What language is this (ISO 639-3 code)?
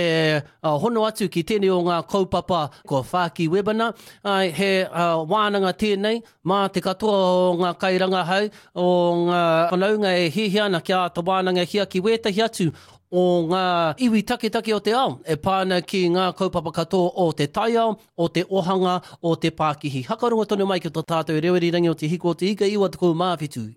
mri